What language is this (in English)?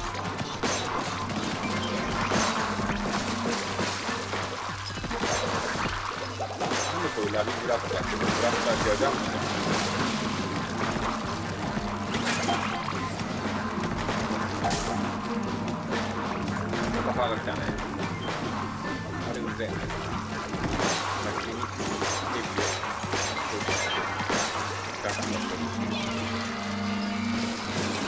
Japanese